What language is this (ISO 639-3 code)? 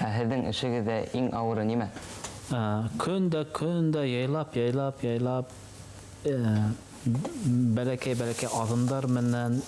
bak